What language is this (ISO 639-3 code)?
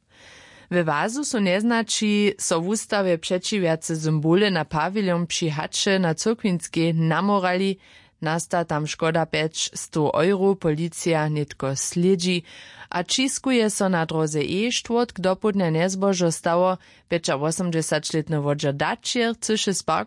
hsb